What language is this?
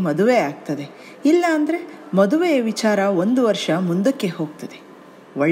Kannada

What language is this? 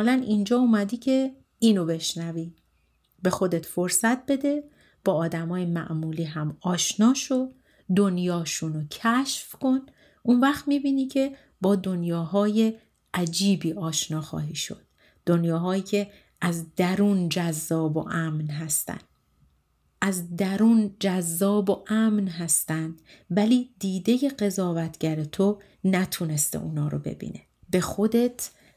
Persian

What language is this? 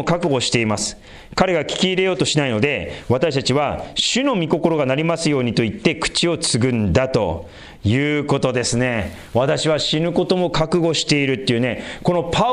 Japanese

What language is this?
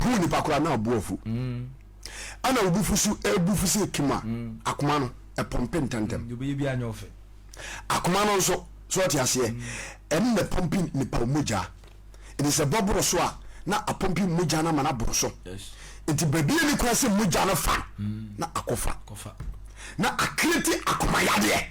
Akan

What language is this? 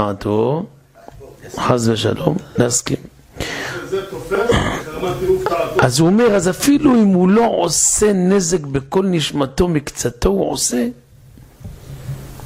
Hebrew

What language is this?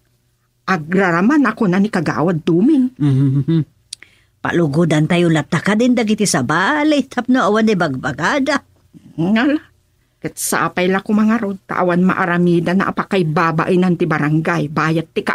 Iloko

